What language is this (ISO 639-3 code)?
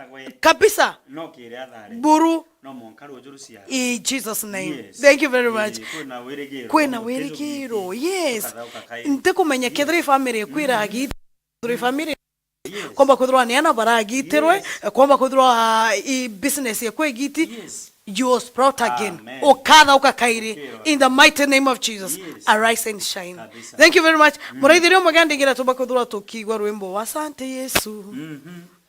mer